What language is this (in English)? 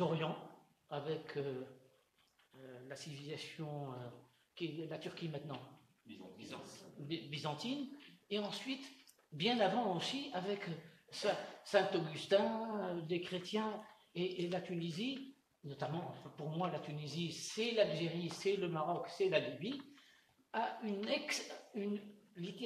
French